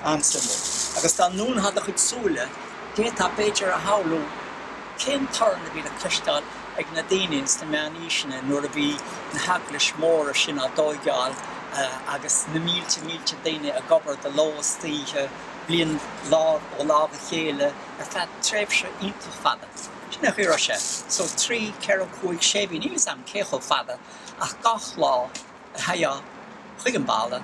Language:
Irish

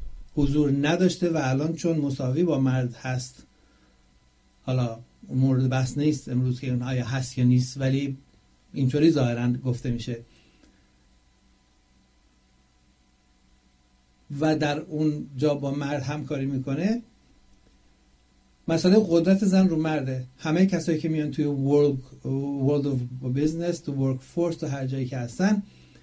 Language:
Persian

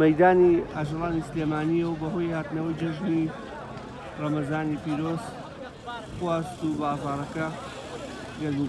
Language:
Central Kurdish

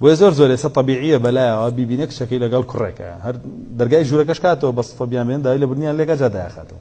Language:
Central Kurdish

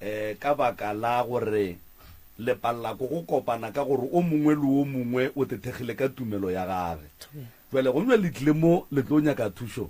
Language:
Northern Sotho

